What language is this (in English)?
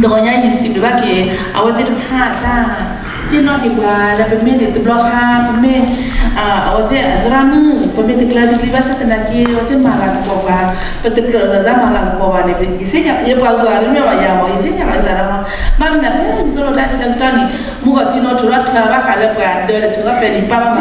S'gaw Karen